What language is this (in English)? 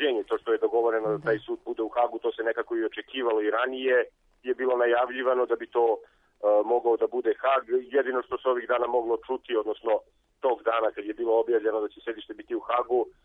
Serbian